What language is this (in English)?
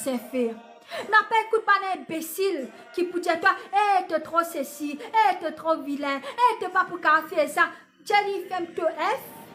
Morisyen